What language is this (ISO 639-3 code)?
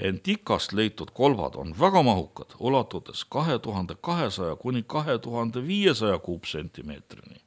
est